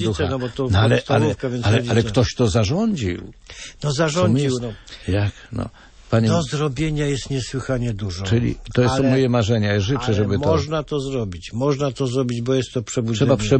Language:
Polish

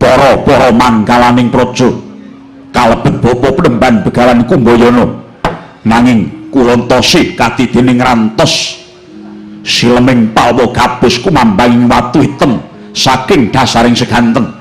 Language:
Javanese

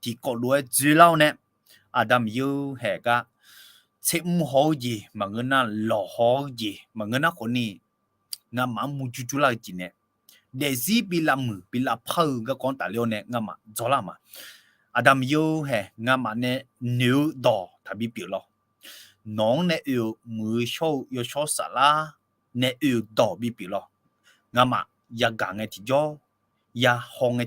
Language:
Akha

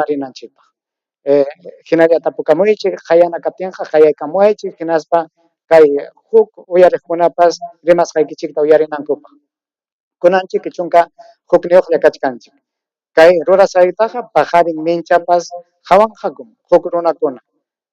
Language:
Ayacucho Quechua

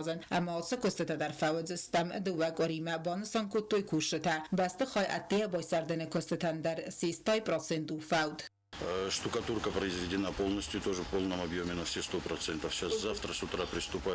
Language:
Ossetic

